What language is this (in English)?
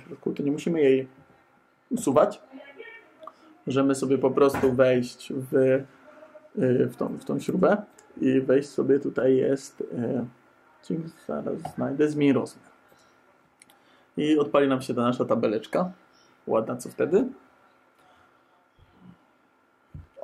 Polish